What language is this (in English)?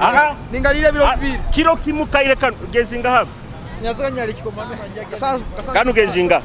Nyoro